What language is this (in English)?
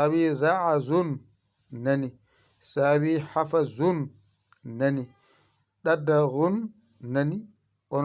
Fula